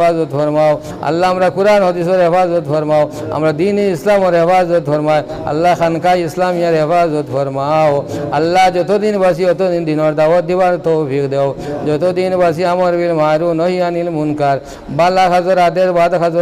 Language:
Sylheti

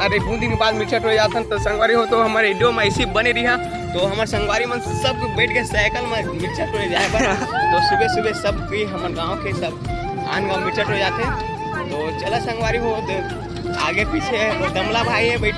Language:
Chhattisgarhi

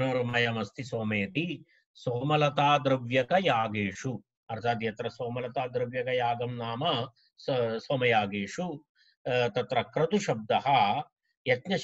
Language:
Sanskrit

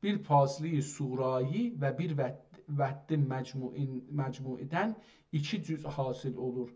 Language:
South Azerbaijani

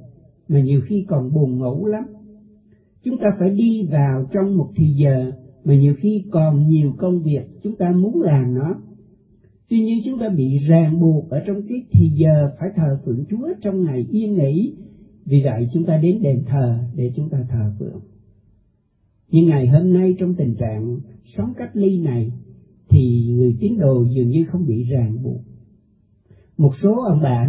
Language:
Vietnamese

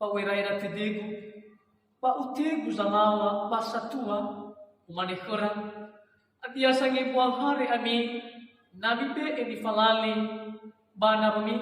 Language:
Nias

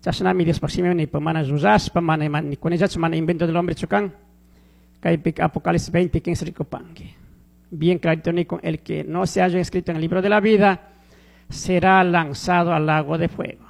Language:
Chimborazo Highland Quichua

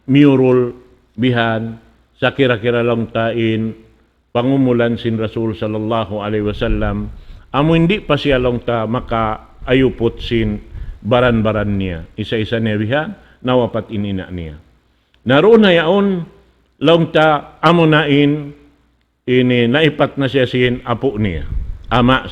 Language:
Tausug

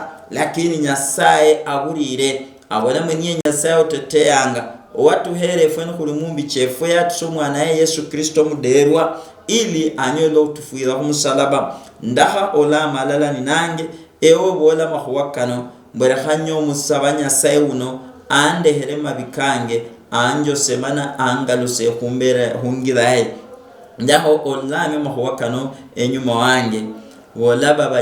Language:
Luyia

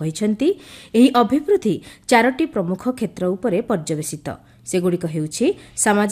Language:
Odia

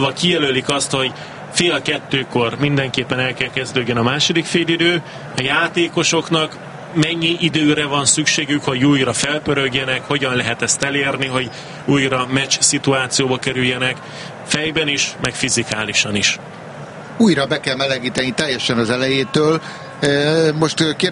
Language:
Hungarian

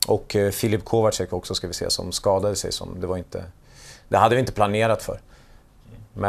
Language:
Swedish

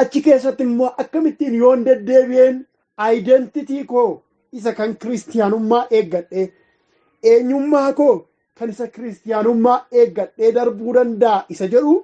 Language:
Oromo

